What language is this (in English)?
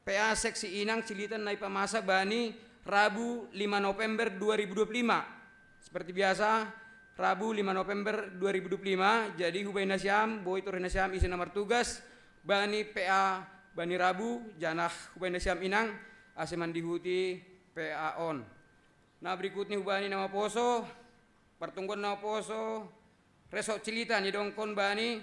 Batak Simalungun